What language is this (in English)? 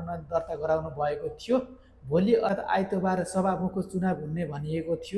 Nepali